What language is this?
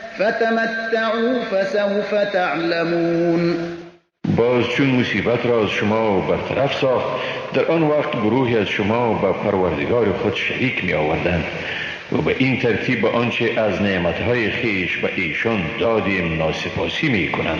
Persian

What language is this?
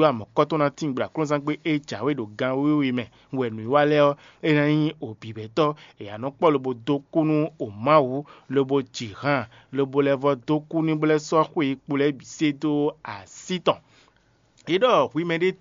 Fon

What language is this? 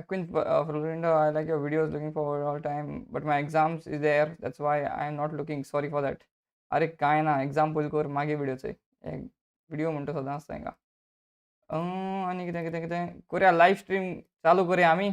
Konkani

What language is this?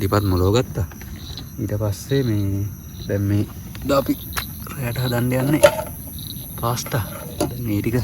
Sinhala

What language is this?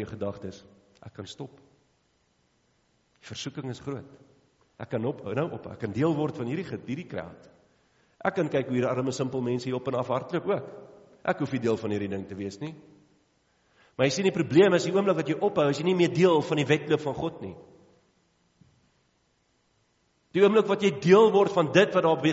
Afrikaans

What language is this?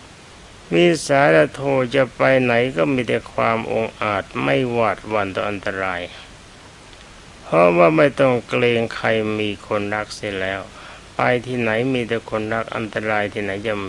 Thai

